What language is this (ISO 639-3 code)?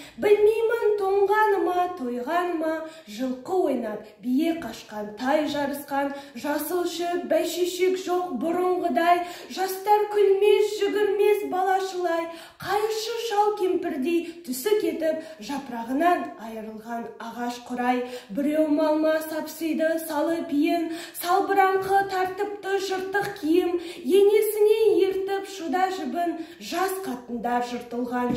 kaz